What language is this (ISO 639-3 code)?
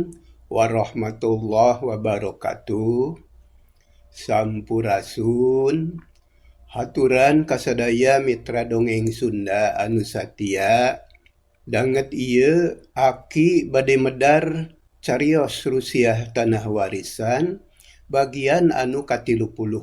sun